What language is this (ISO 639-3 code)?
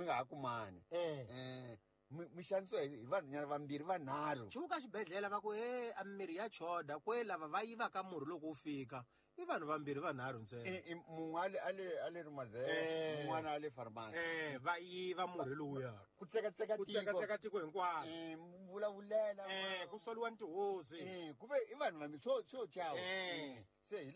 tso